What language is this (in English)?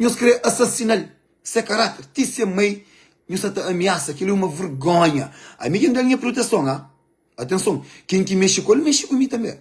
Kabuverdianu